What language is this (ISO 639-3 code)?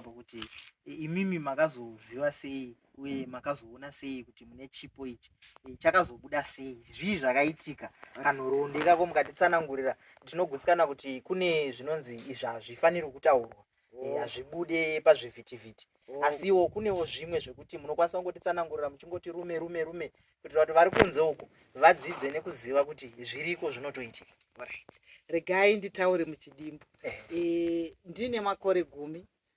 sna